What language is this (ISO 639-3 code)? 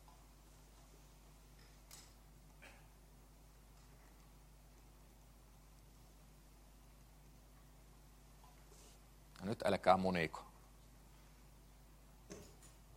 fin